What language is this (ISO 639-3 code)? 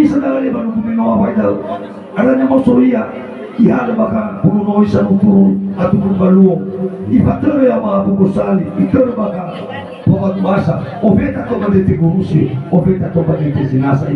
nia